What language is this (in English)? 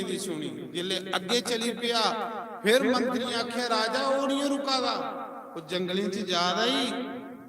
Dogri